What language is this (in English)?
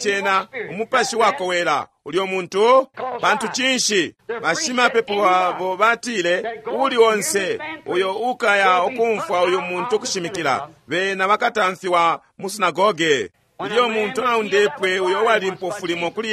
Bemba